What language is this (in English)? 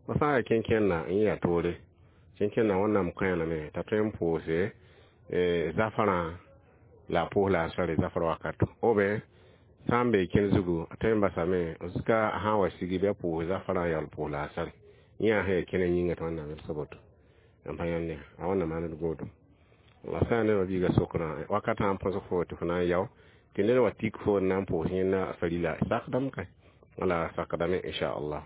Mossi